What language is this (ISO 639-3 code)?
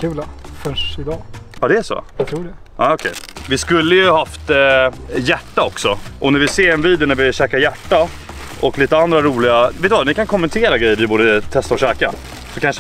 swe